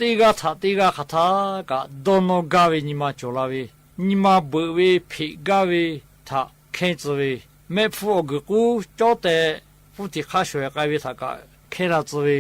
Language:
Lahu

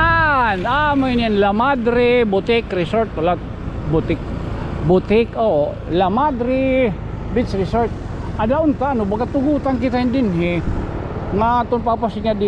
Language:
Waray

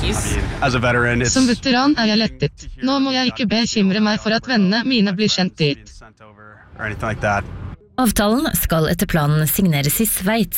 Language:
Norwegian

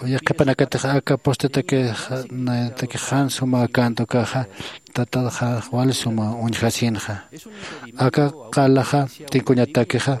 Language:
Aymara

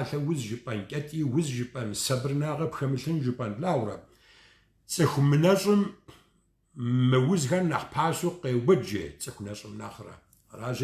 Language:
Kabardian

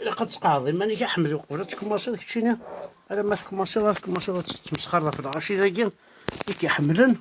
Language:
Kabyle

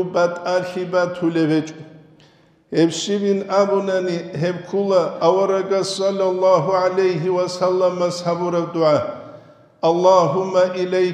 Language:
Avaric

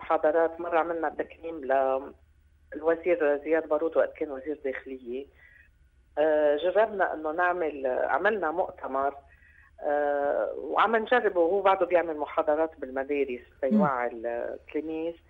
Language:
North Levantine Arabic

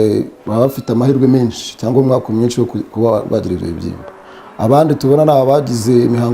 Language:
Kinyarwanda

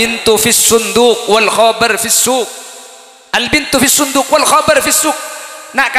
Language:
Madurese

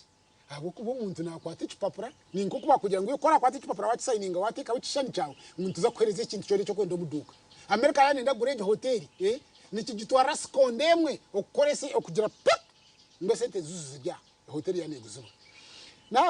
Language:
Nyankole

